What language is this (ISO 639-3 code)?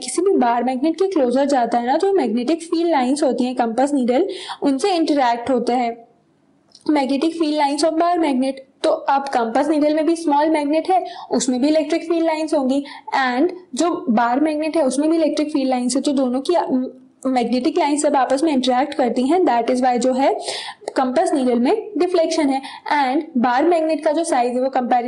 hin